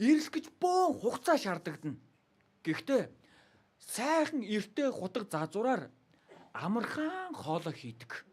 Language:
Mongolian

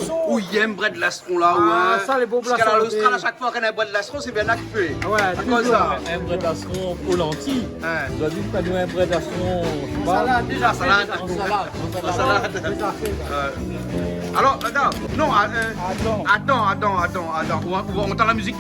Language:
Réunion Creole French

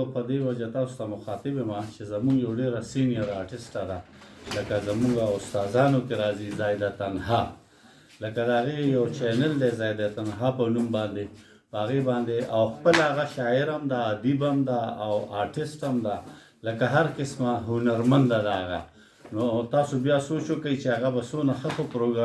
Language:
Pashto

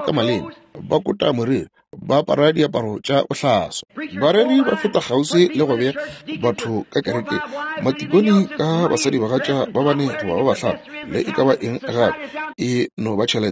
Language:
Northern Sotho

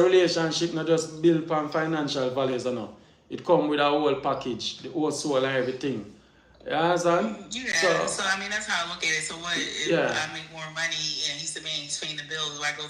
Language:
Jamaican Creole English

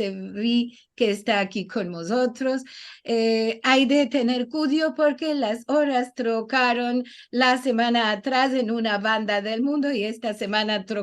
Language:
Ladino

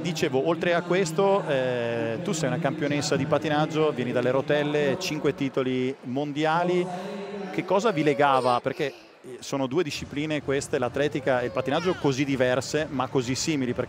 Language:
Italian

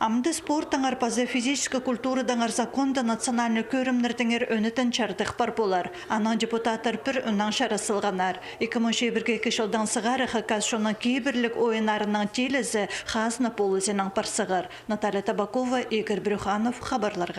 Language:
Khakas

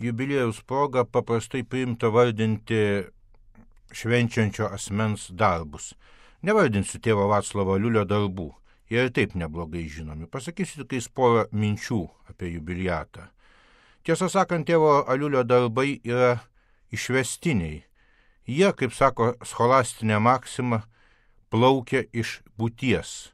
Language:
Lithuanian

